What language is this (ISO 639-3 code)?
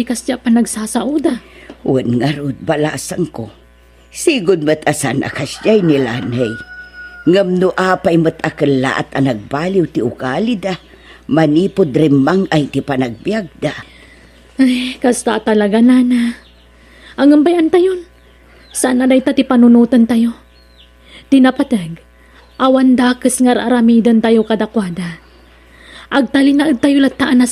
ilo